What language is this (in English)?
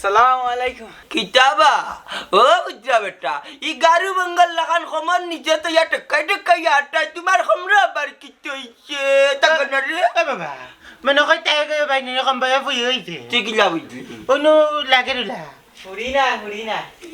Sylheti